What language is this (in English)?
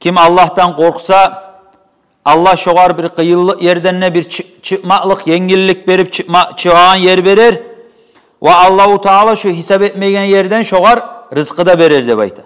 Kumyk